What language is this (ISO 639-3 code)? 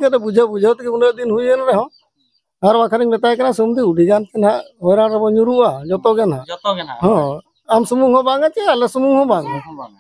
sat